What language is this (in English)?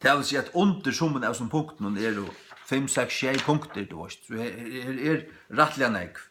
Faroese